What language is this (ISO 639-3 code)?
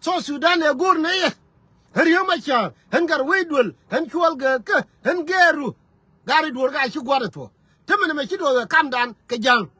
nus